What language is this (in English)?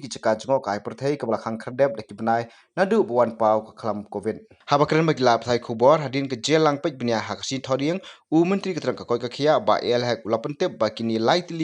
Khasi